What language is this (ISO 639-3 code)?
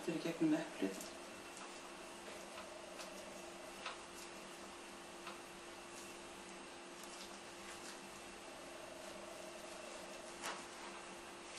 isl